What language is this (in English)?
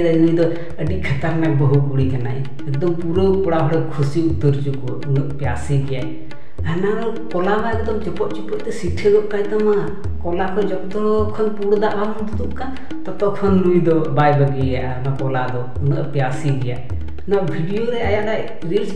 Santali